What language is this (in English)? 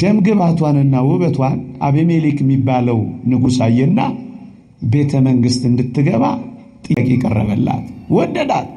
Amharic